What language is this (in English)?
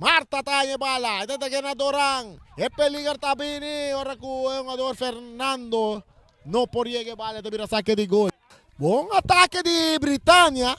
Papiamento